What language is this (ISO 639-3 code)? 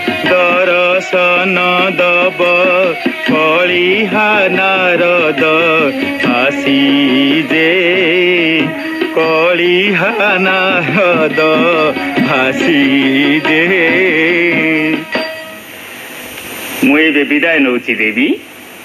ori